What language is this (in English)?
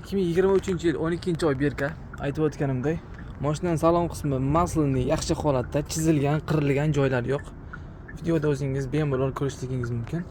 Uzbek